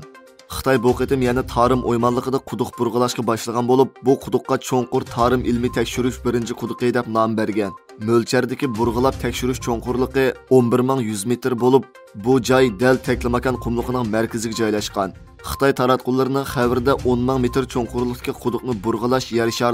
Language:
Uyghur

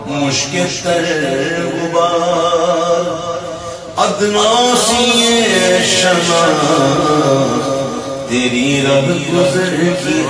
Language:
Urdu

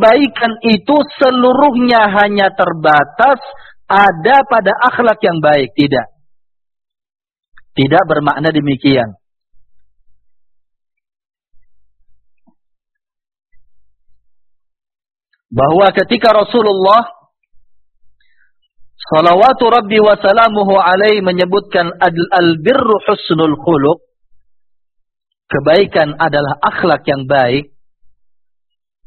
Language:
Indonesian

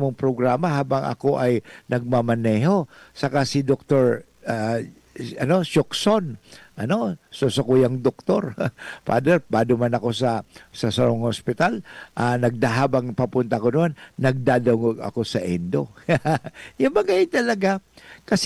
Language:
Bikol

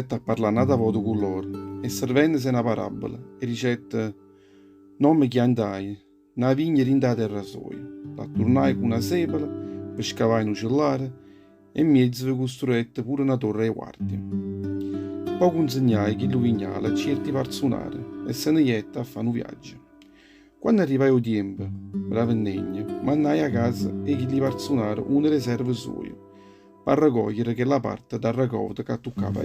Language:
Neapolitan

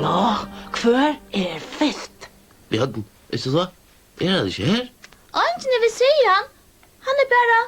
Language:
Faroese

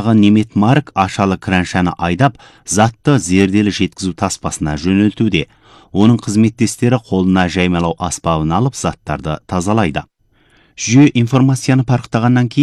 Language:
Kazakh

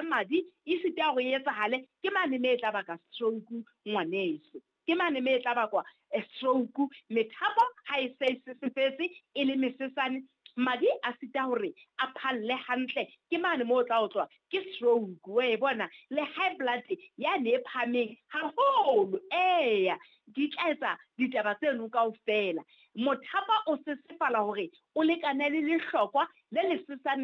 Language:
Southern Sotho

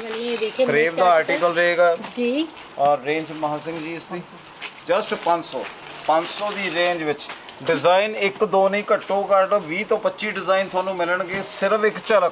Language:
Hindi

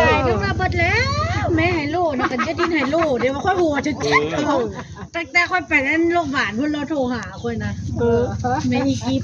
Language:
Northeastern Thai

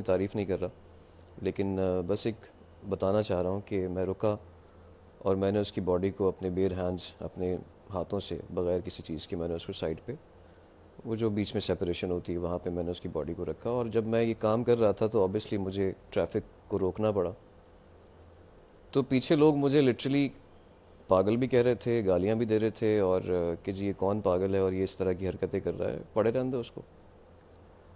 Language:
Urdu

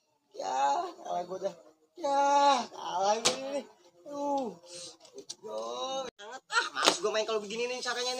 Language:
Betawi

